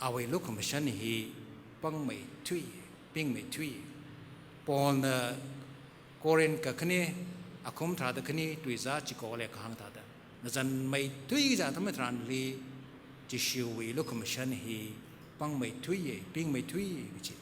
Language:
Tangkhul Naga (India)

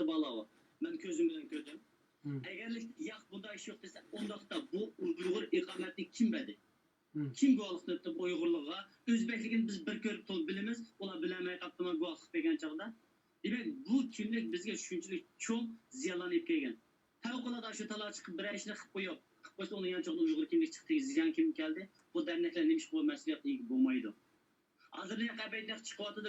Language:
Uyghur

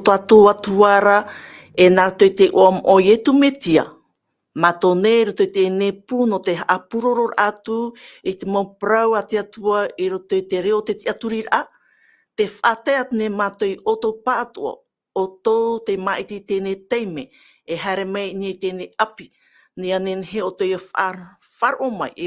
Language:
Tahitian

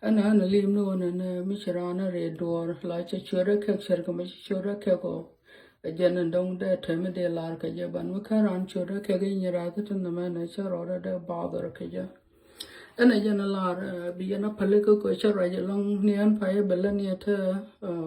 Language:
Nuer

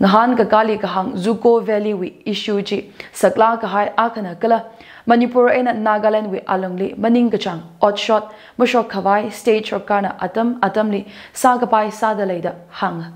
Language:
Tangkhul Naga (India)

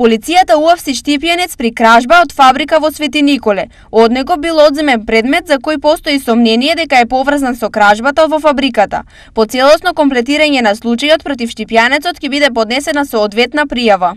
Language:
Macedonian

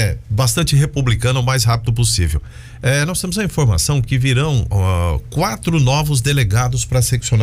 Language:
Portuguese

